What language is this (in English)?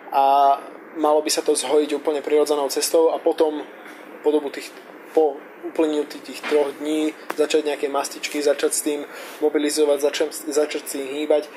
Slovak